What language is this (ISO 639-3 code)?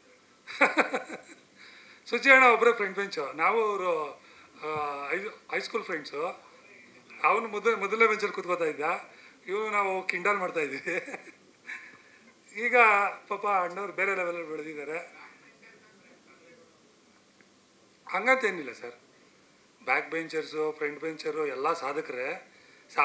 kan